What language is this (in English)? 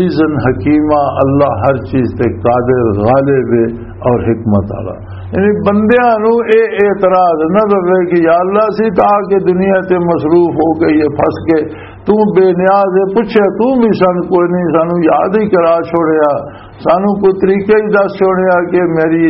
Western Panjabi